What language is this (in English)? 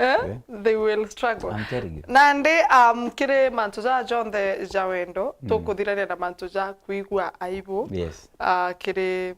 Meru